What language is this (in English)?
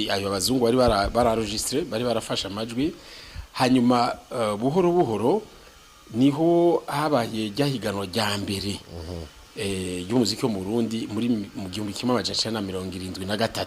Rundi